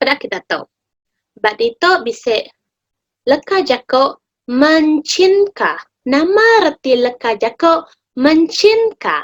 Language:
Iban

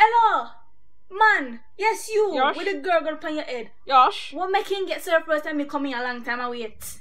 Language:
Jamaican Creole English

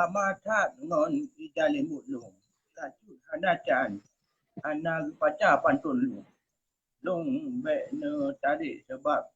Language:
Achinese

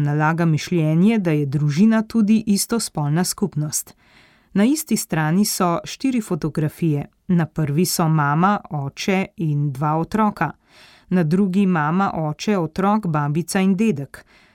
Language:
Slovenian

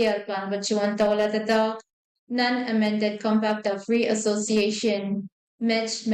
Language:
Pohnpeian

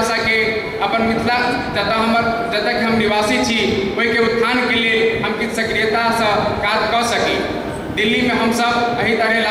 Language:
Maithili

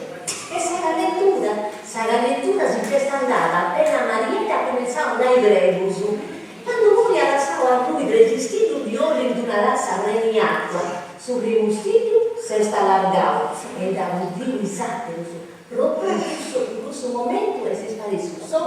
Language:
Sardinian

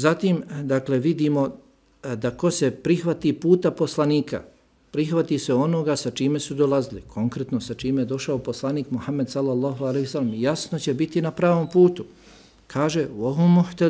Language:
Bosnian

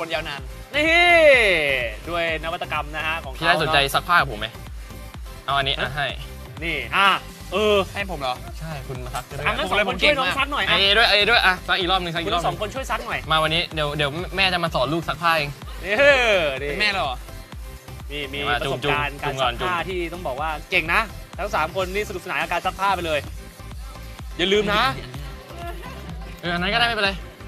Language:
Thai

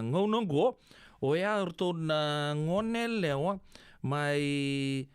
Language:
Fijian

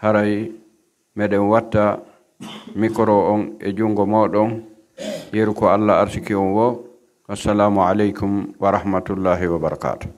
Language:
Pular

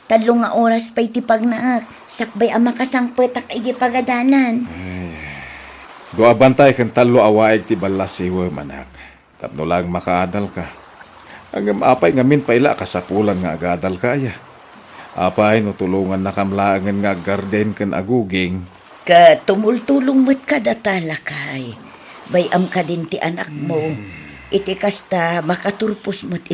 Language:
Iloko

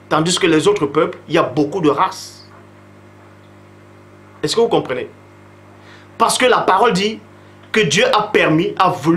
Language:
French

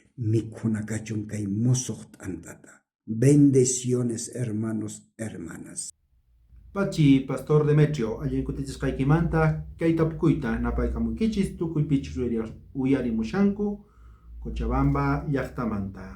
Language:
South Bolivian Quechua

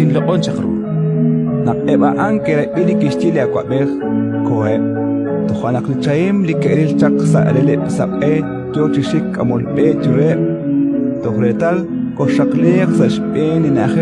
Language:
Kekchí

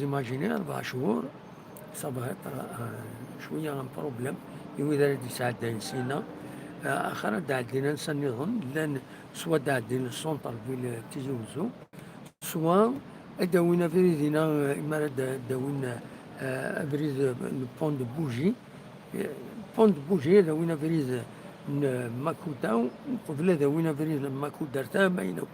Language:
Kabyle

